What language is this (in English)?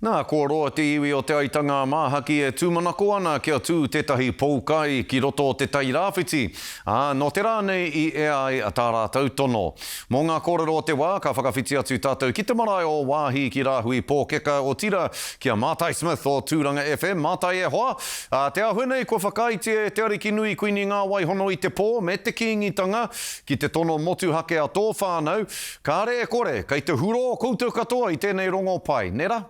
Māori